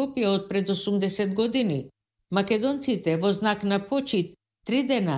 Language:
Macedonian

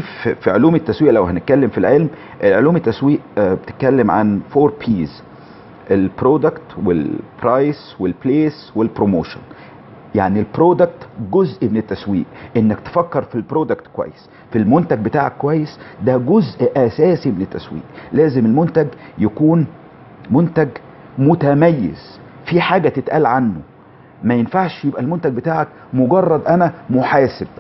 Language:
Egyptian Arabic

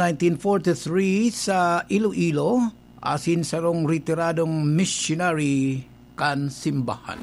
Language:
Bikol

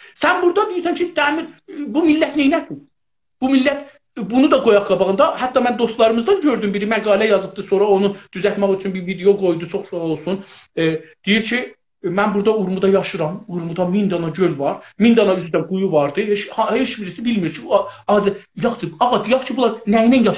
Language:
South Azerbaijani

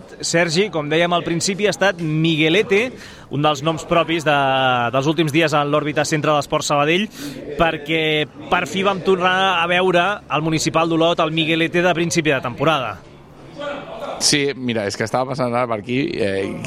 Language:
Catalan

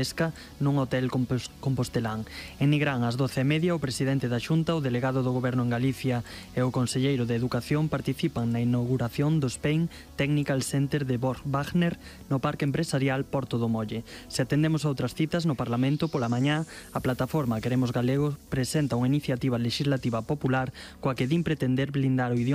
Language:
Galician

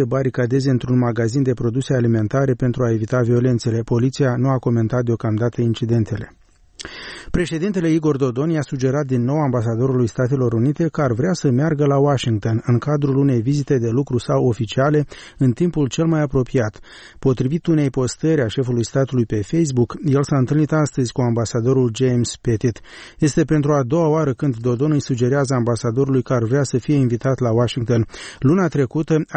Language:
Romanian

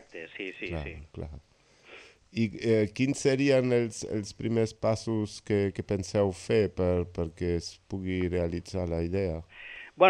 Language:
Catalan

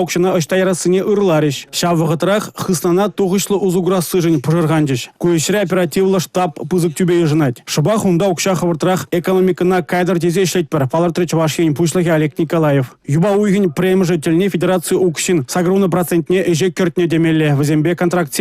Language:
Chuvash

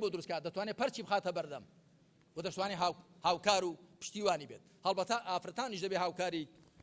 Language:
Central Kurdish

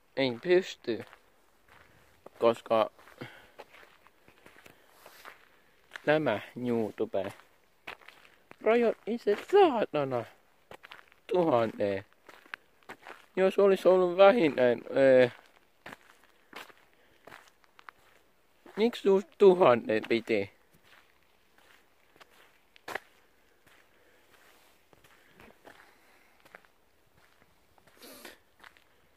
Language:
Finnish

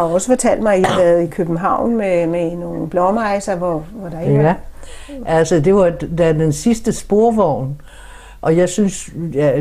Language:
Danish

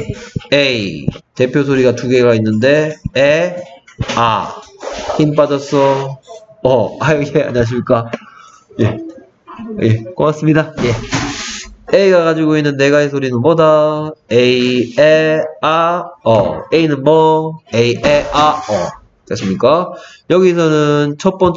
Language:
Korean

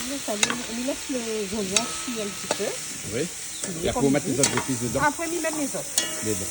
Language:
Réunion Creole French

